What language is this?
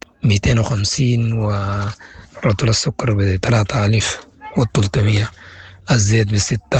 Sudanese Arabic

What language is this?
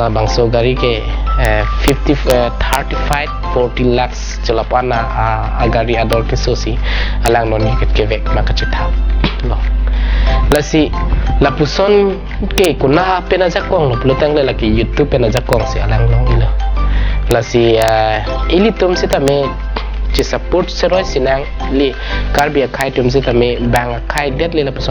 Karbi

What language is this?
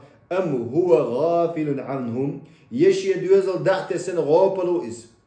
Chechen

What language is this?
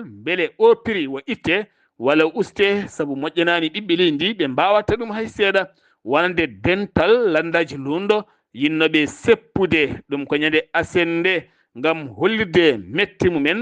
Fula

